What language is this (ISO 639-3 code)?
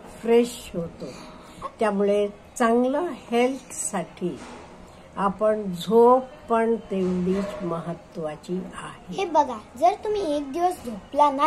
mar